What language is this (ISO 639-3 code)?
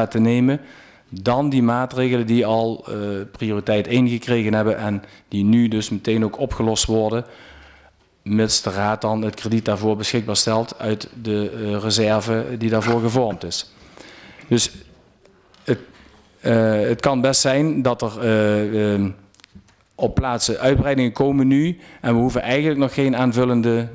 nld